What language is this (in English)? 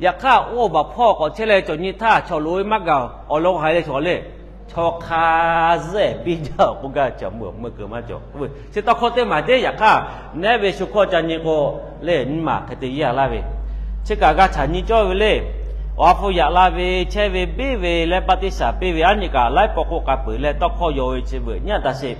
Lahu